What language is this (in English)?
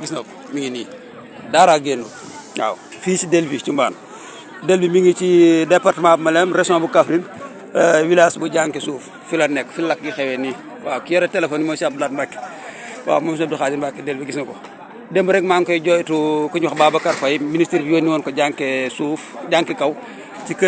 Wolof